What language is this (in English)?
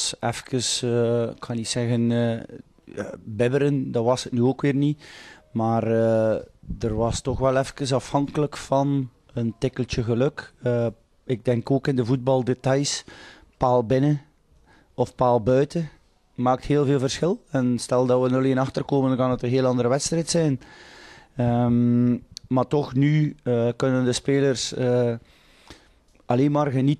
Dutch